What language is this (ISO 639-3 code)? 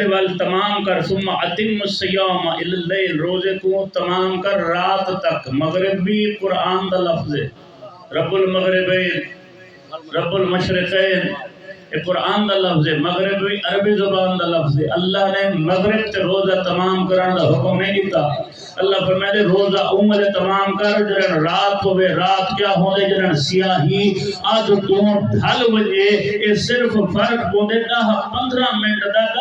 skr